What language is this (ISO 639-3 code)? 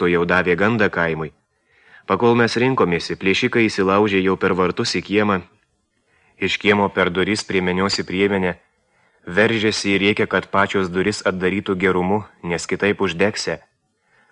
lit